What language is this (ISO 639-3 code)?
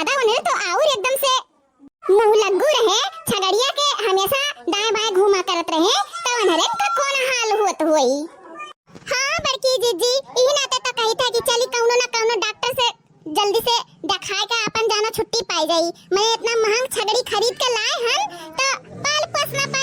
awa